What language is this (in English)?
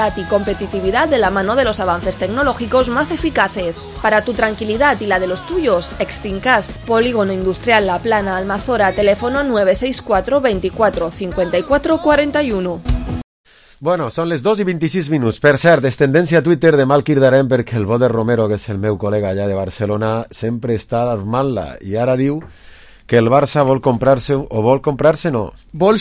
Catalan